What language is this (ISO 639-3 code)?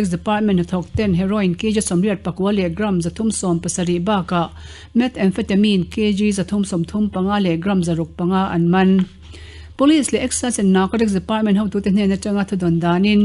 lus